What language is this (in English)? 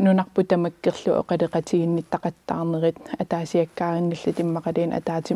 Kalaallisut